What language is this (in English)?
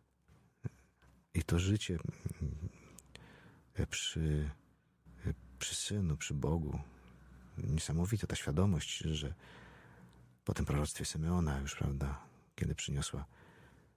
Polish